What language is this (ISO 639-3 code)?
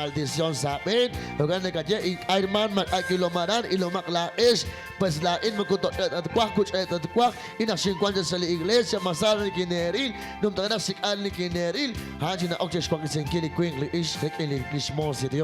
kek